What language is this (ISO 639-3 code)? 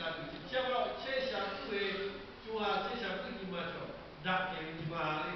lhu